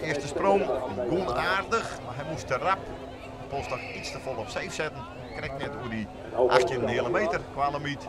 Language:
Western Frisian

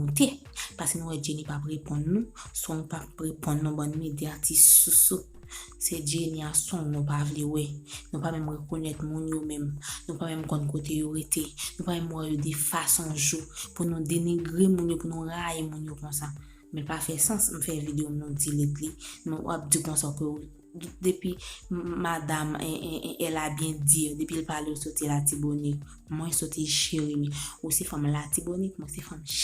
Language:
Haitian Creole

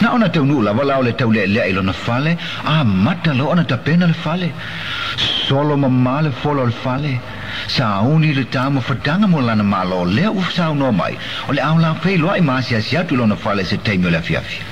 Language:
Samoan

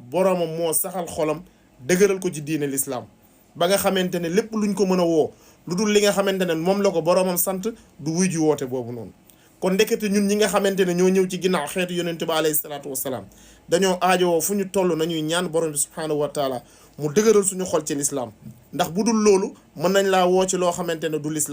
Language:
Wolof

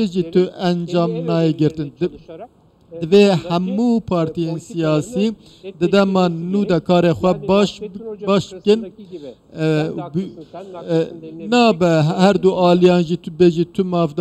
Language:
Kurdish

